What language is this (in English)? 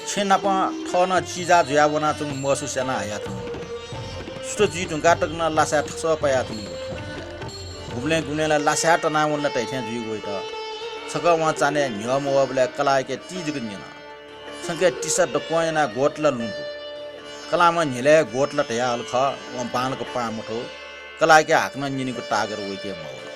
Newari